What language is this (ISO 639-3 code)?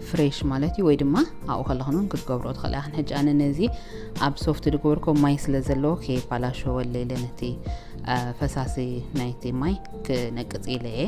tir